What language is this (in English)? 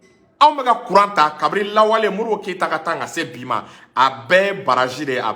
Bambara